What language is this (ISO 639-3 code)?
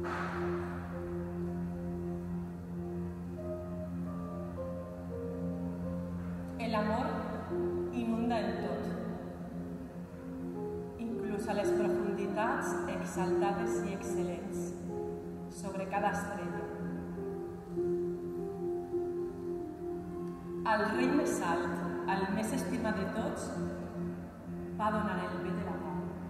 cat